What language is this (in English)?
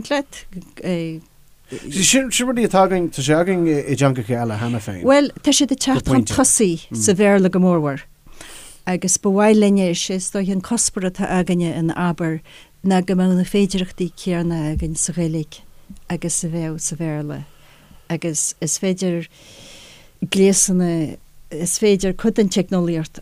Irish